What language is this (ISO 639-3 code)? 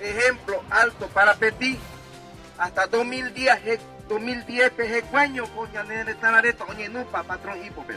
grn